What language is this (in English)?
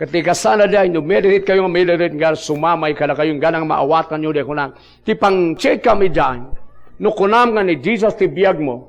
Iloko